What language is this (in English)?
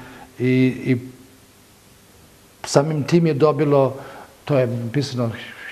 Serbian